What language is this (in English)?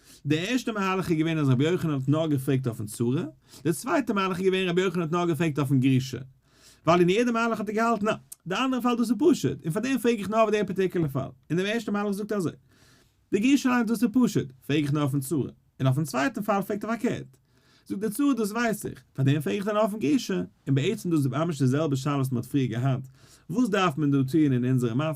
Yiddish